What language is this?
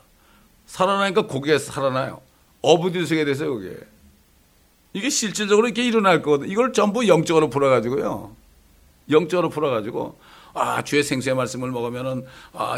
Korean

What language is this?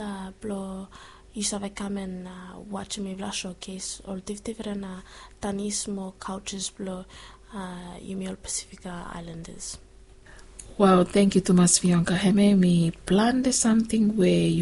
Bislama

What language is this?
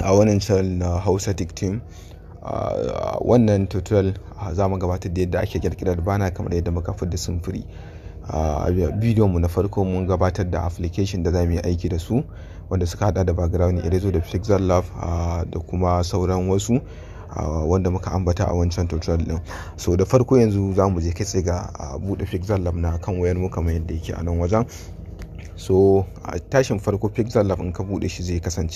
Hausa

